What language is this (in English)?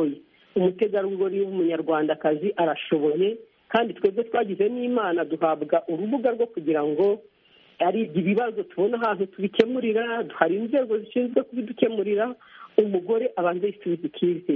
Kinyarwanda